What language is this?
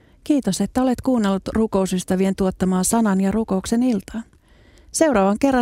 Finnish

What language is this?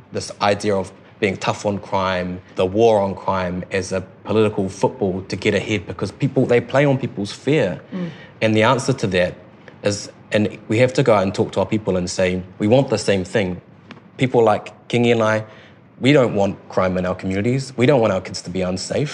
English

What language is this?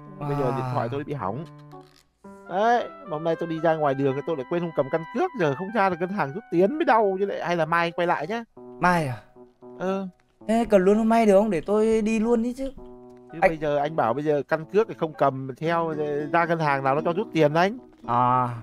Vietnamese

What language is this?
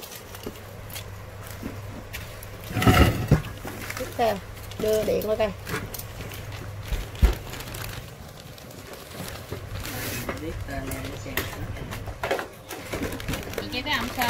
Vietnamese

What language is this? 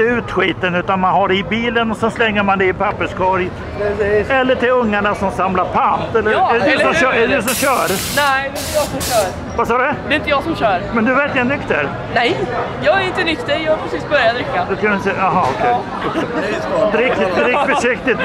Swedish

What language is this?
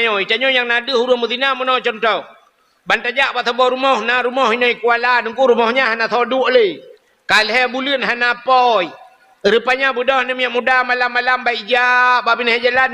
Achinese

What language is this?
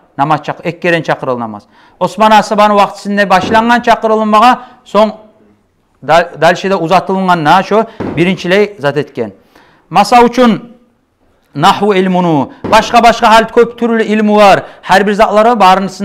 Kumyk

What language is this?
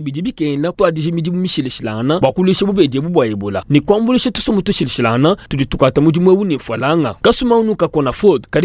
Luba-Lulua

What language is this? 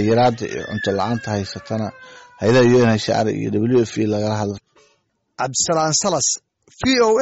Somali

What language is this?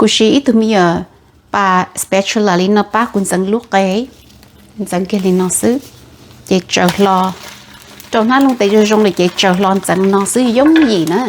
Hmong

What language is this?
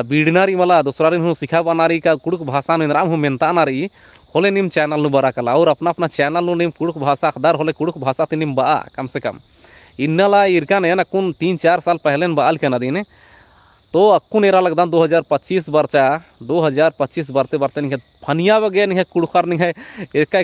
Kurukh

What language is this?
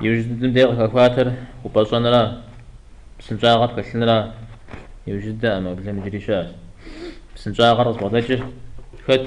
Kabardian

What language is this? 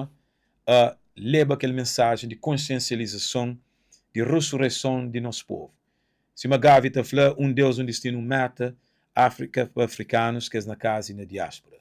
Kabuverdianu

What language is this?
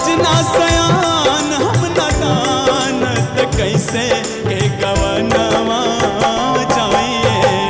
Bhojpuri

